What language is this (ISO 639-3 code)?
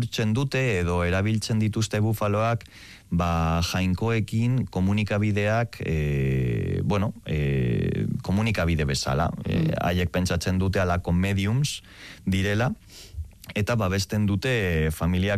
eus